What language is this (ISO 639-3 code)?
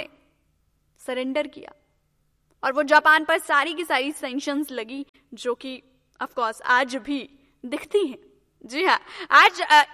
hin